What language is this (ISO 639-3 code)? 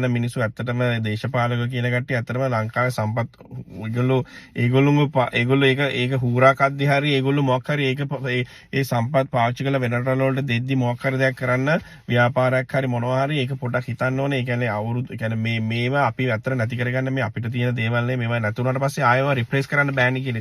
sin